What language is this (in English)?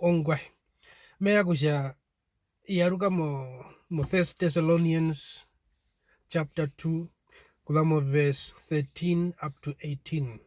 Herero